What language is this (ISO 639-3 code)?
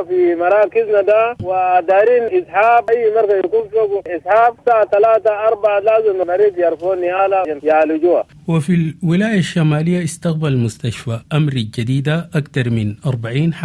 apd